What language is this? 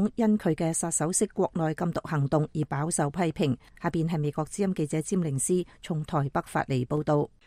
Cantonese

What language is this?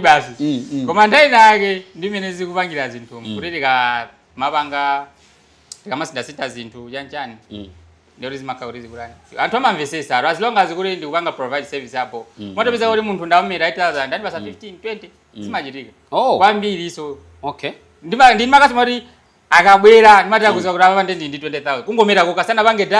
Nyanja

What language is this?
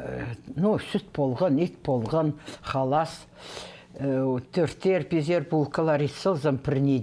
Khakas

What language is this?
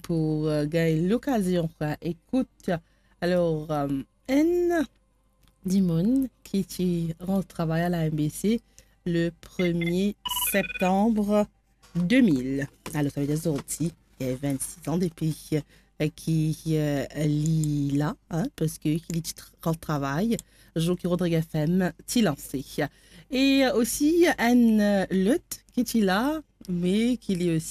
Morisyen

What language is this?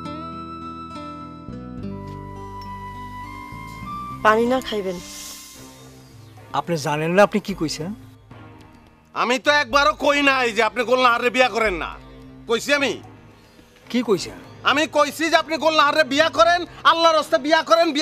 Bangla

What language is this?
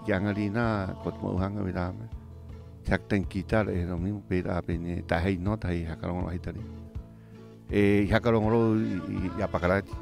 Rapanui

